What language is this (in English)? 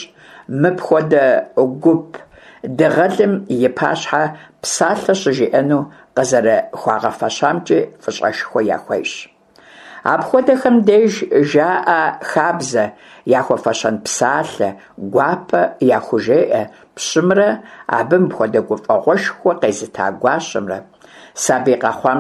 Kabardian